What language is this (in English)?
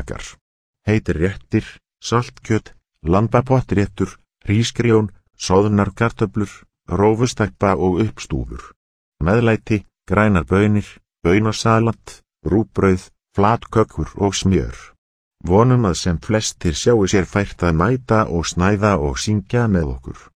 Icelandic